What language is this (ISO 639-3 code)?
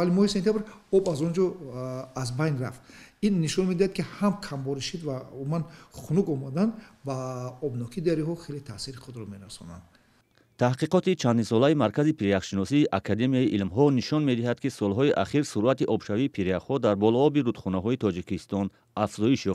tgk